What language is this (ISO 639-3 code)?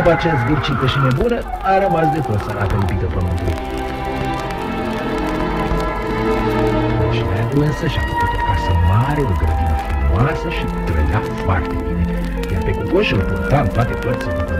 ron